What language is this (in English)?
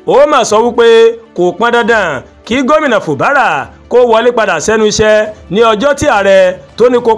Yoruba